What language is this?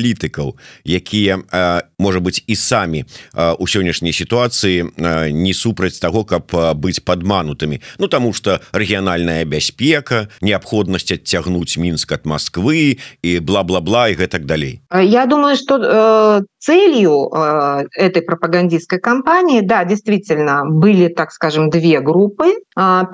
Belarusian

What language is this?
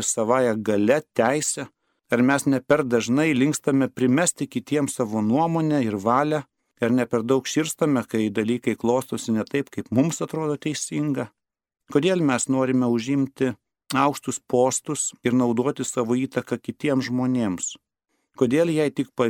Lithuanian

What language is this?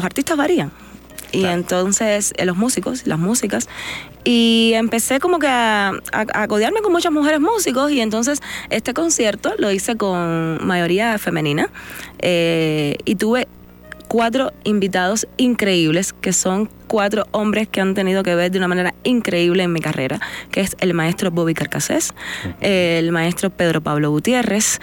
Spanish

